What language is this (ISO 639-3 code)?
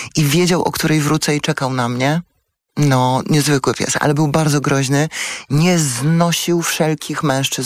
pol